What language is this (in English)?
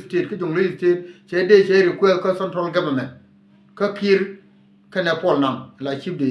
Nuer